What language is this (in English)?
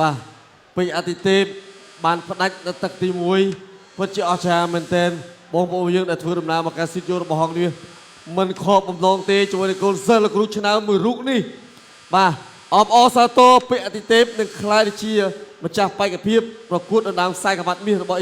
Khmer